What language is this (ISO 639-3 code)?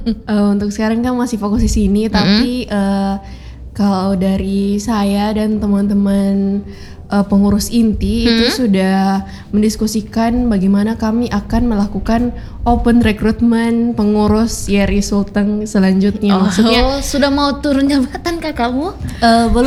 ind